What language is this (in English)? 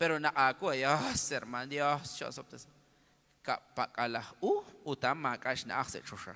Kekchí